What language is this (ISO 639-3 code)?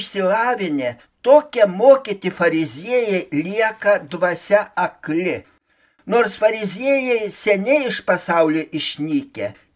lit